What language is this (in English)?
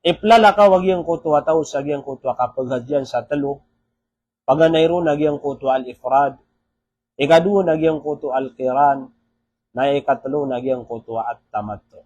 Maranao